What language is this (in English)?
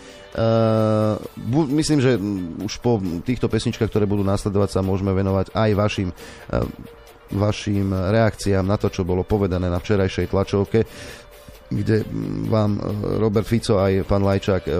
Slovak